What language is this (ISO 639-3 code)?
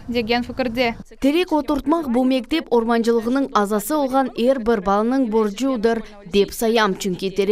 crh